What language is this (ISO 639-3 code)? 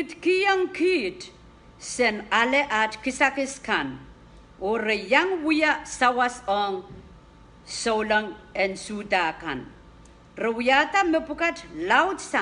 pon